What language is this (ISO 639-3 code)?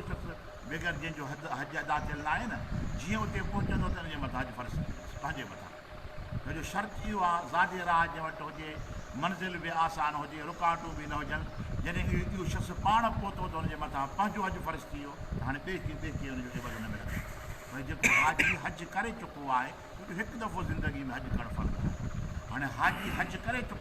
snd